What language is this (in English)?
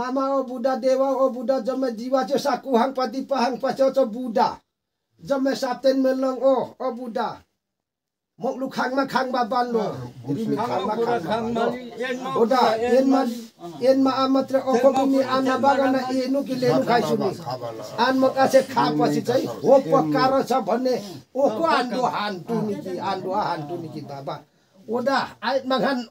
Nepali